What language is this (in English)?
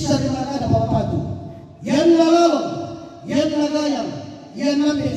Toraja-Sa'dan